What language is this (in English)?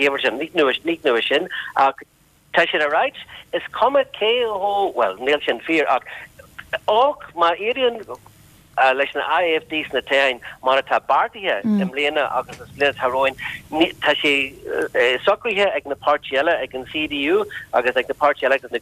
Irish